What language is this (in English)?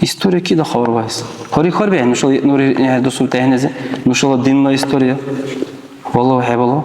Dargwa